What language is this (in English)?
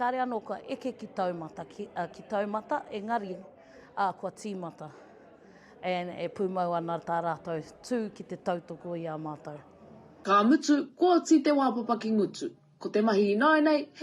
Māori